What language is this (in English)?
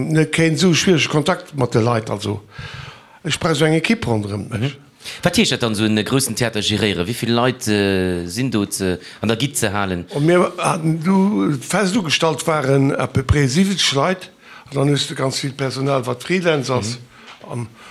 Luxembourgish